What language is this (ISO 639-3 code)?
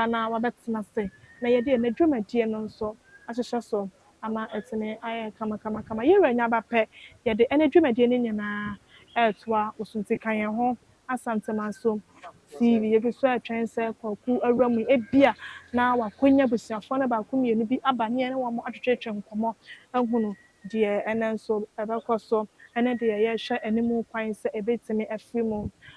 aka